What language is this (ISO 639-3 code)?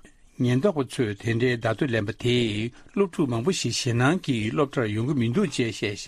bod